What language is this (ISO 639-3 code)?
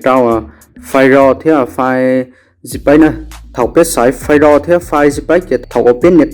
hmn